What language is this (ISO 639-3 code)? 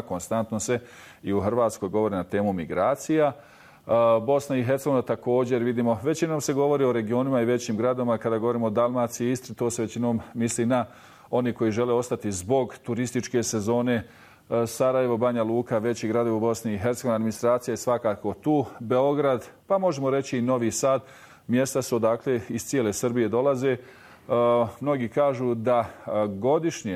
bos